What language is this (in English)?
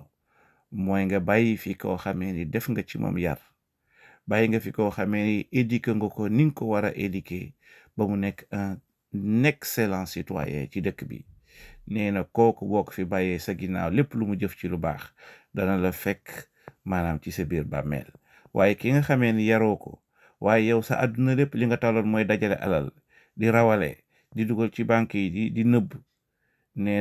Wolof